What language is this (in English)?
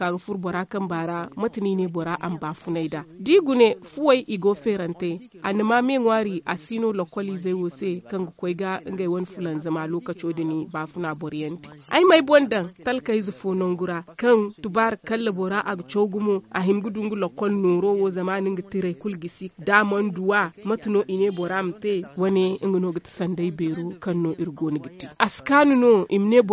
Zarma